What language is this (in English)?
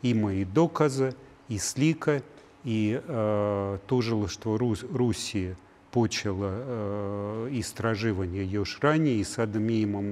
Serbian